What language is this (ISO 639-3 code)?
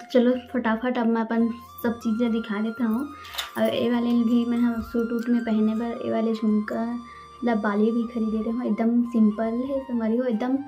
hne